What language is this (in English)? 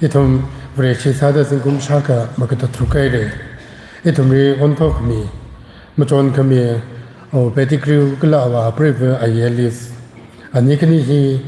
Tangkhul Naga (India)